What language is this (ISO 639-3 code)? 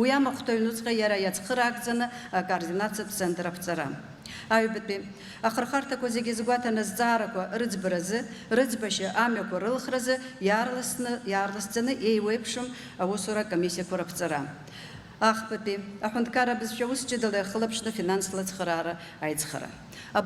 abk